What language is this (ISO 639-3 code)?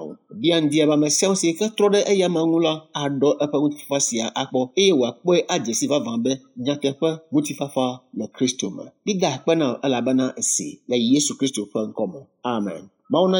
ewe